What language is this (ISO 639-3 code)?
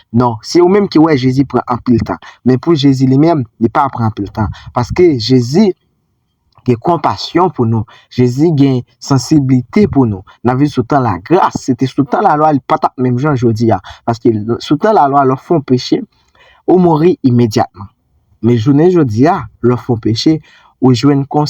hat